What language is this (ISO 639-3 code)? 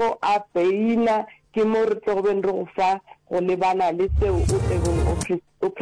nso